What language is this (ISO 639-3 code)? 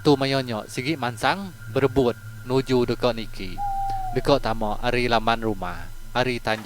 iba